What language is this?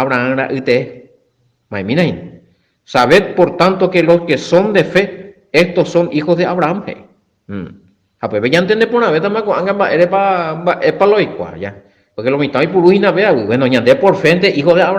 Guarani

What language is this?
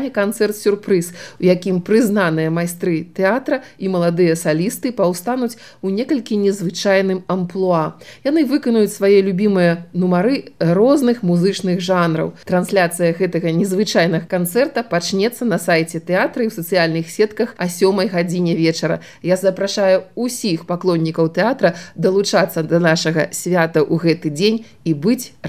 Belarusian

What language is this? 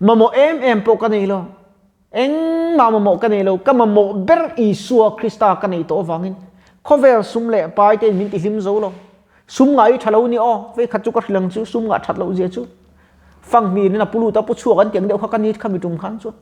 Mizo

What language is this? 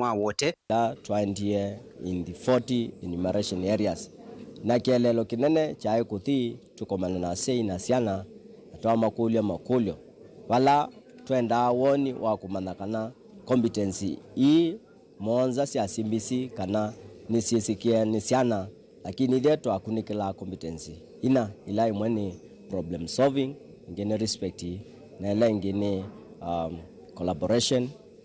Kamba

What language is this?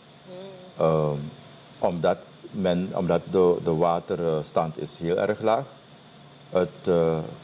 Dutch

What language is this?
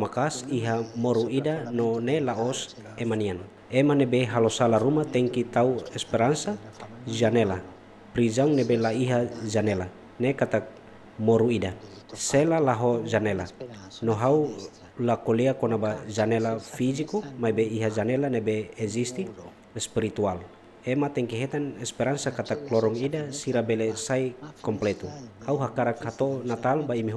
Tetum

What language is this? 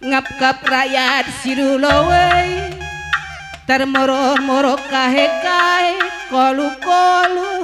Batak Karo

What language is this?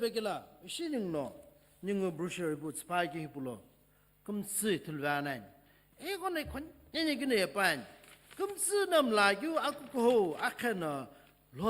Sumi Naga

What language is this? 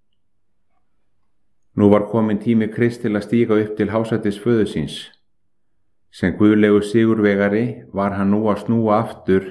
Icelandic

